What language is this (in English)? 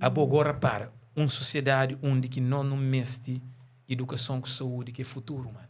Kabuverdianu